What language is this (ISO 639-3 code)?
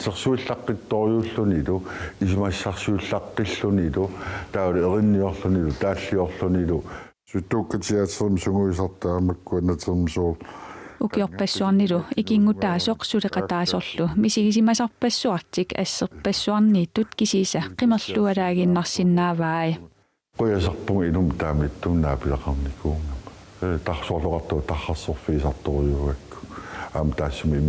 kal